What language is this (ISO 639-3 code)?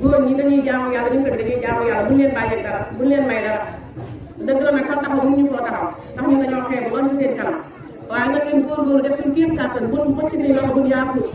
wol